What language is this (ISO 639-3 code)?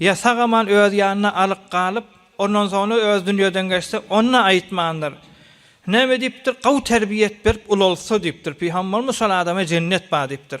tuk